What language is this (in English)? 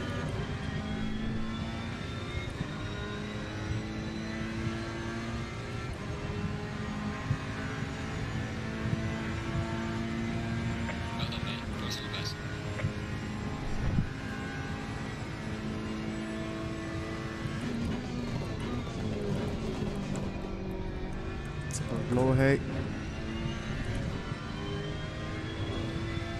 Czech